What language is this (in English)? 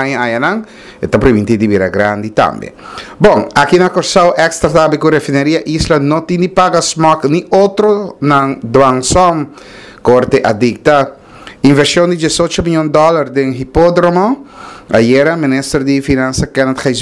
Papiamento